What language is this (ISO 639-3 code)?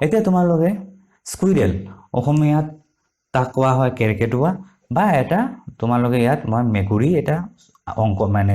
asm